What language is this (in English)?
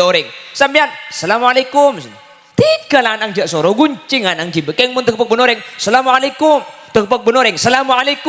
Madurese